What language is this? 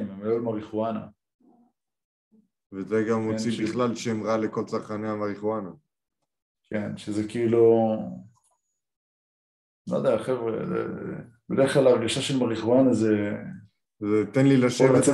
Hebrew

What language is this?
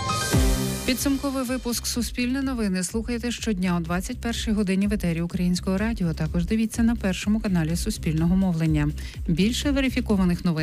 Ukrainian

